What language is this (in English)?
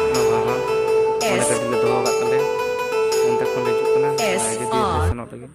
Santali